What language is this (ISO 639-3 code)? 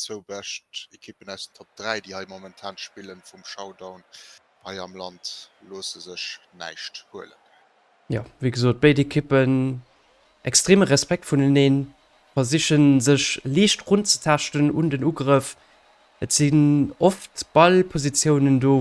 ltz